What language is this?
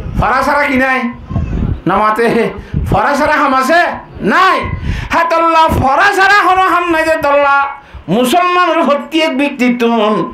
Rohingya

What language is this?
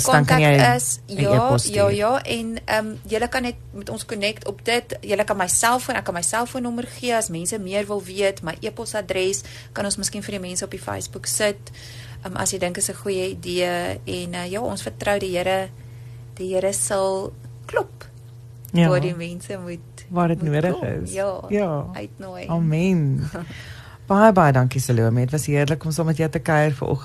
Afrikaans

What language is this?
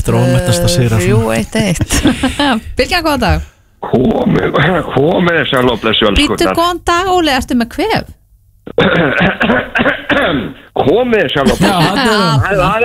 Icelandic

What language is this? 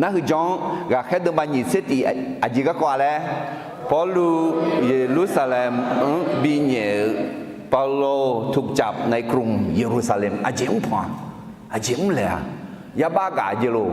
Akha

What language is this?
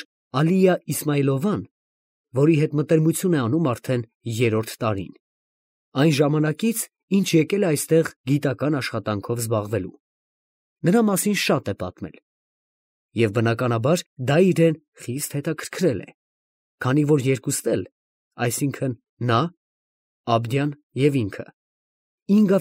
Armenian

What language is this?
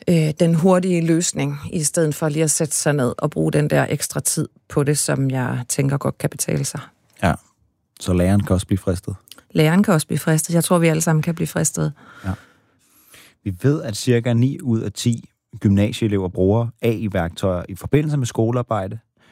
Danish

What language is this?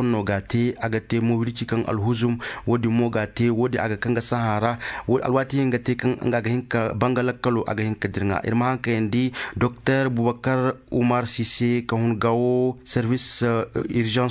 Koyraboro Senni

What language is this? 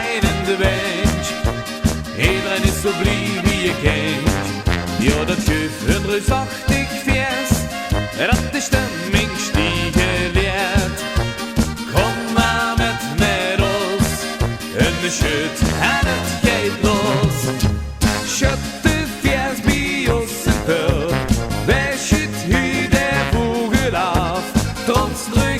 Limburgish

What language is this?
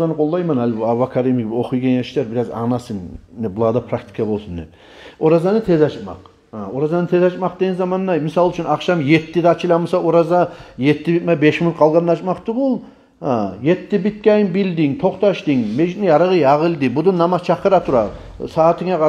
Kumyk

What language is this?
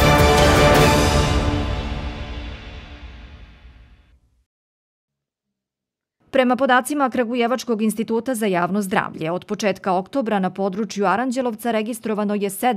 Serbian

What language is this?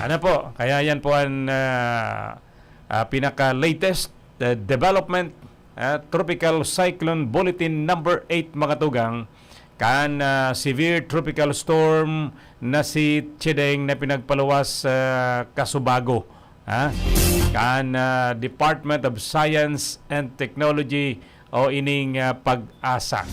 Bikol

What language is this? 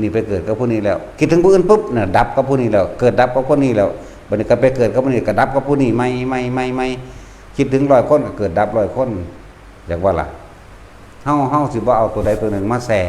Northeastern Thai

